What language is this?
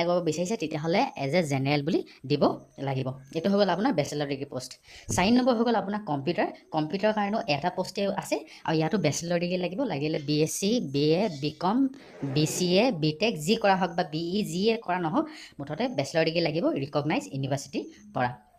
Assamese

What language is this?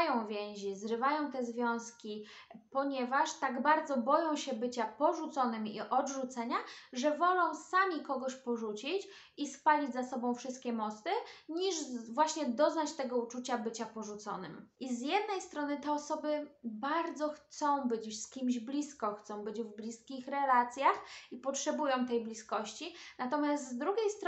Polish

